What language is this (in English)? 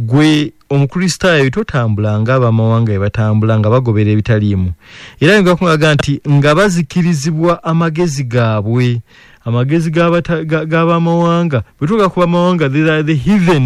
Ganda